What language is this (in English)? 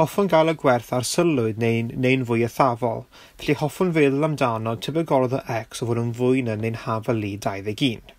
Welsh